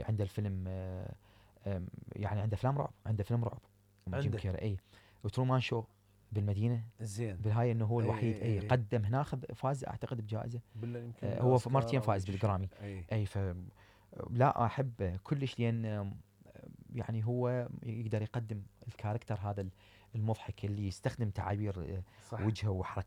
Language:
Mesopotamian Arabic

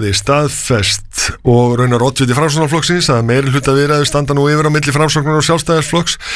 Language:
Icelandic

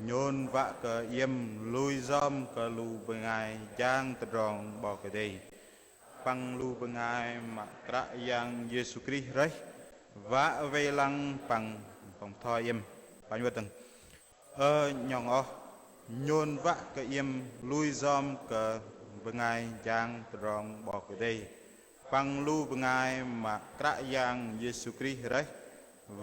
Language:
Bahnar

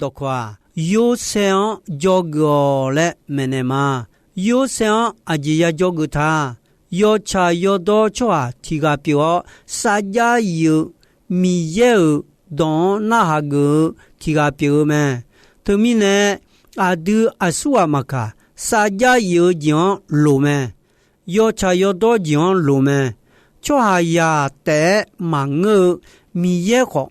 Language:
Akha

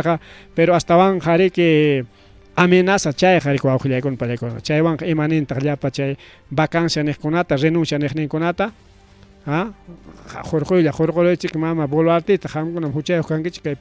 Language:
Ayacucho Quechua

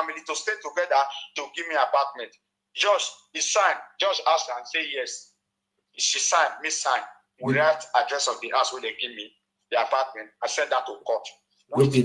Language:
Nigerian Pidgin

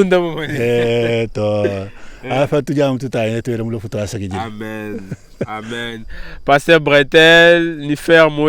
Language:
Luba-Lulua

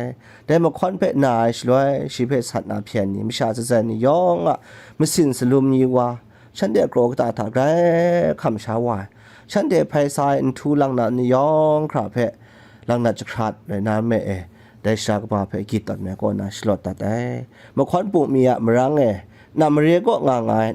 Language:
Kachin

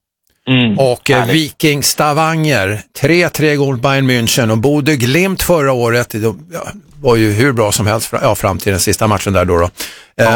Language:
Swedish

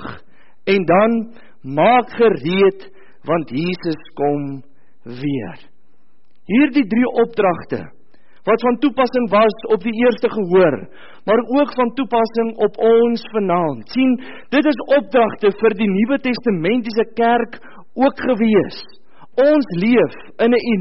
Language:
Afrikaans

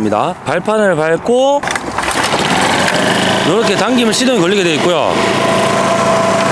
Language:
Korean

